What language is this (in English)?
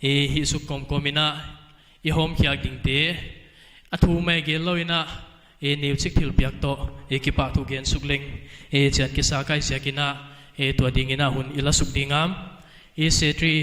Paite Chin